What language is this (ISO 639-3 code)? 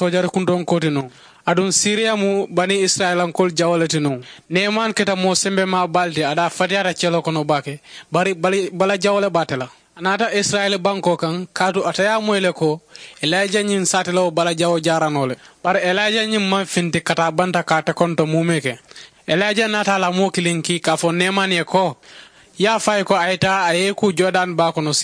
man